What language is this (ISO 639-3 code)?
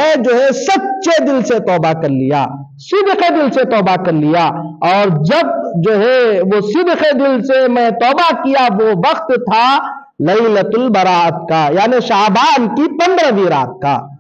urd